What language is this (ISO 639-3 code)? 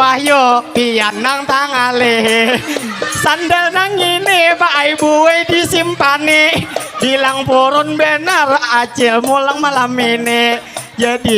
bjn